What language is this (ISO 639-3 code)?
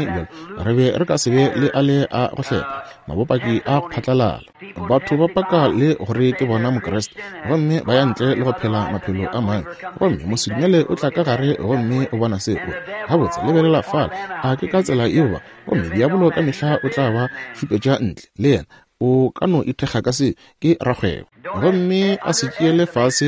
nso